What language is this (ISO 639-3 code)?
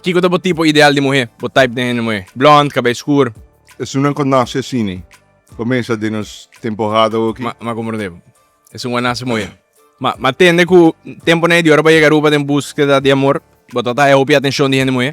pap